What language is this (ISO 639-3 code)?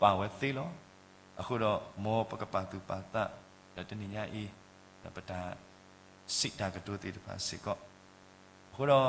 ksw